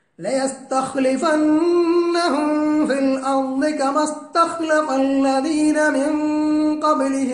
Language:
Malayalam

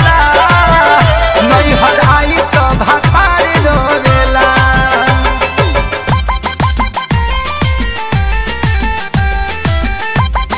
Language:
Bhojpuri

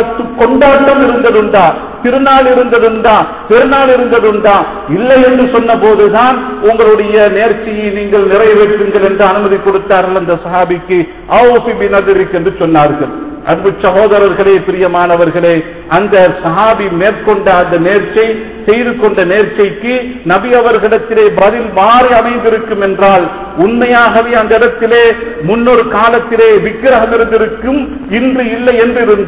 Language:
Tamil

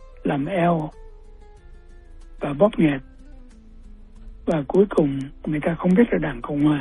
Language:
Vietnamese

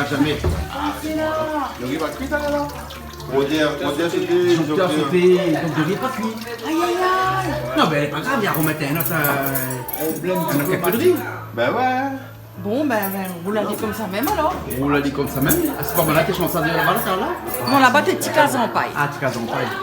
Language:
Réunion Creole French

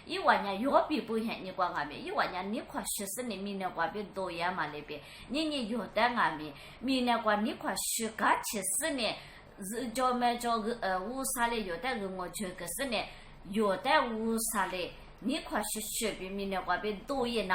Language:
Lisu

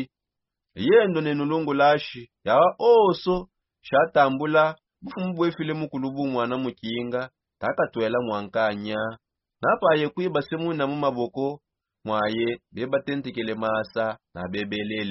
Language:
Songe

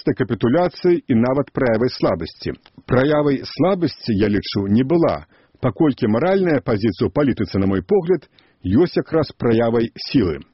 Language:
Belarusian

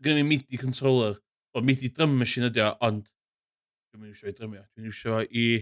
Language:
Welsh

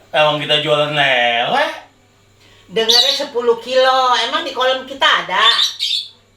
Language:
Betawi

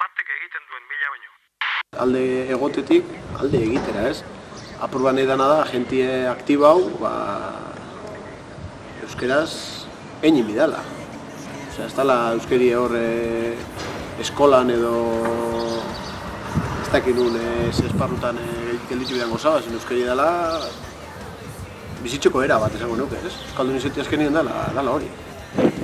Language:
Basque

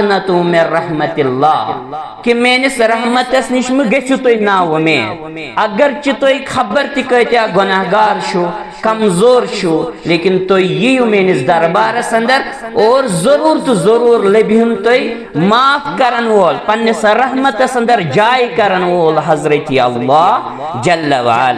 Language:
Kashmiri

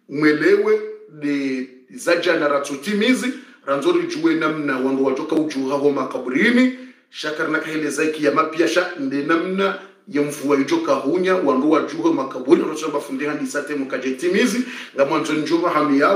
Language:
Swahili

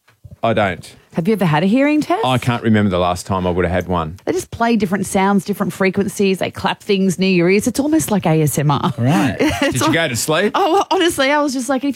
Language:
English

